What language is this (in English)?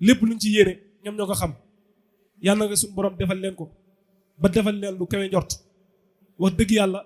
Wolof